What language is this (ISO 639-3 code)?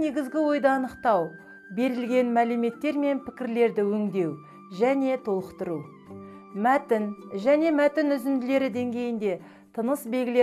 kaz